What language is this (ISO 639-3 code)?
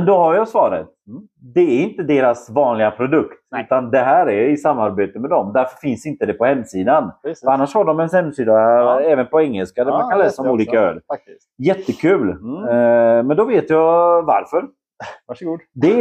swe